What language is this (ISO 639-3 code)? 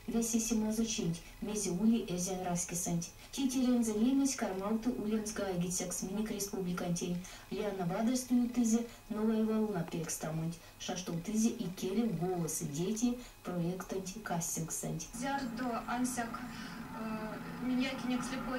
myv